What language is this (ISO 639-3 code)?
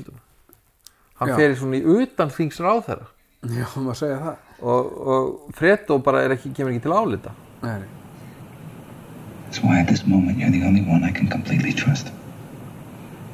isl